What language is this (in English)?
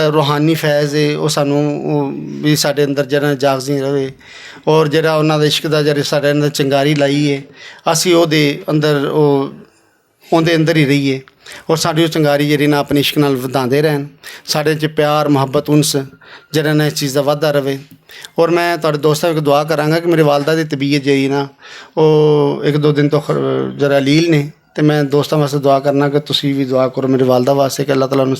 Western Panjabi